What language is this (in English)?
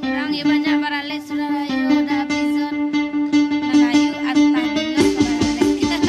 Minangkabau